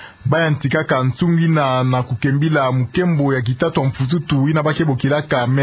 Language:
Kituba (Democratic Republic of Congo)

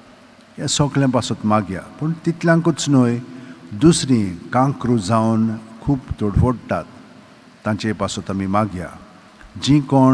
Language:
Konkani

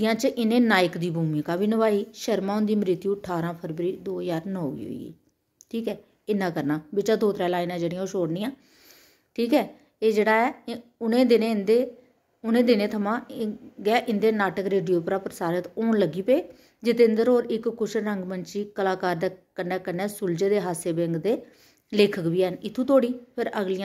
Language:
Dogri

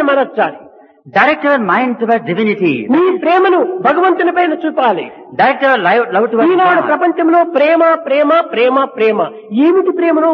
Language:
Telugu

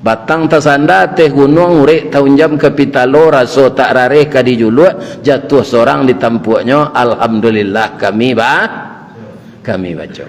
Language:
Minangkabau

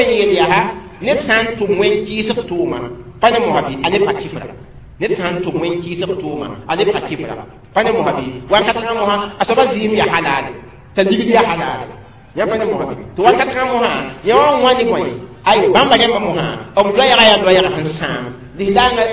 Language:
Mossi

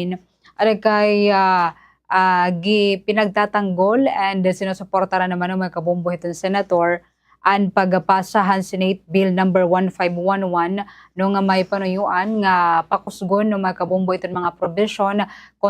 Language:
Waray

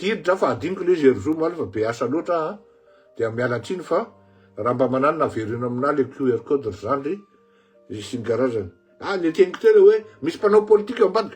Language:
Malagasy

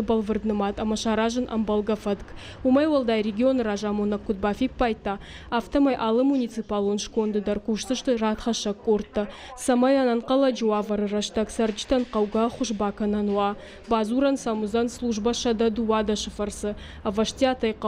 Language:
Ossetic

